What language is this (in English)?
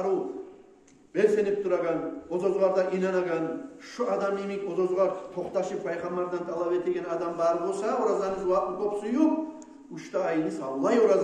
Kumyk